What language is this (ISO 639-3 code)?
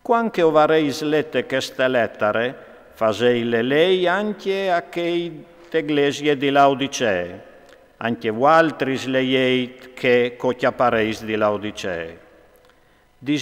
fur